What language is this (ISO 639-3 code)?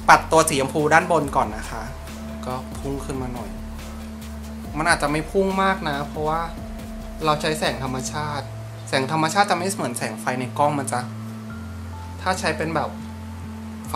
tha